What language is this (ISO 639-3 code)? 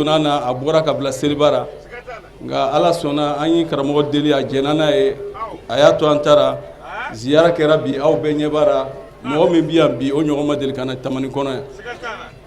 bam